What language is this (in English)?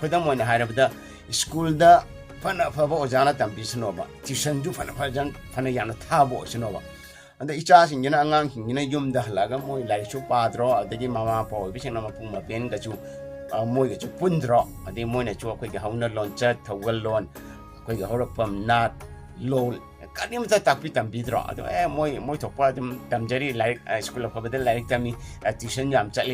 Manipuri